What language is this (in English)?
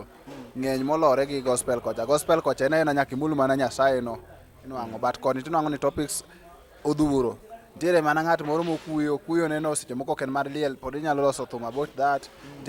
Luo (Kenya and Tanzania)